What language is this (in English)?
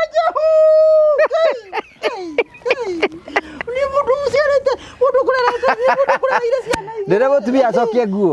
Kikuyu